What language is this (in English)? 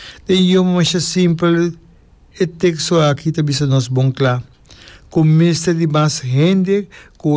Papiamento